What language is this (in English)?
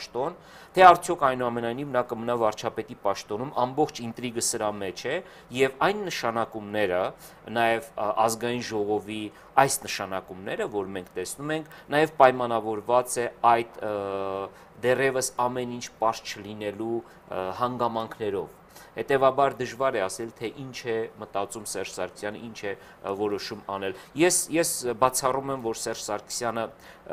Armenian